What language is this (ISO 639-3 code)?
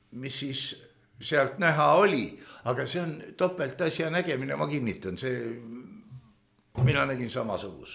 est